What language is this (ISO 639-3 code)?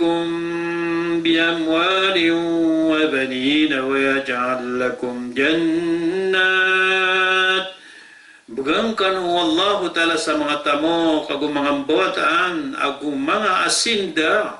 mrw